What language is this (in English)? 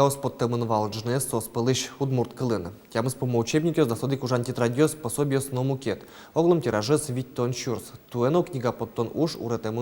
Udmurt